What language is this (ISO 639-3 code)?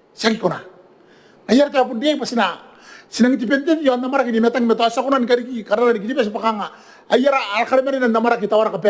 gil